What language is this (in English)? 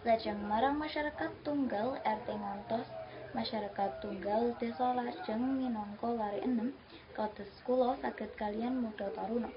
Javanese